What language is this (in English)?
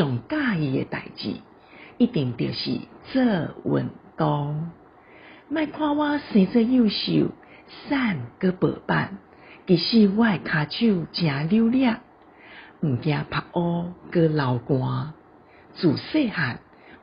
Min Nan Chinese